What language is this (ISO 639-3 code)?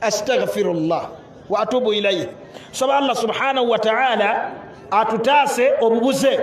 lug